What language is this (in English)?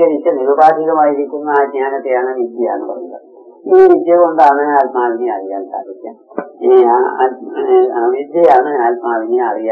Malayalam